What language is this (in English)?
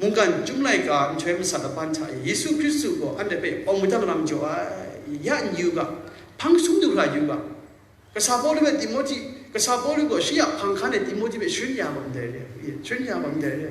Kachin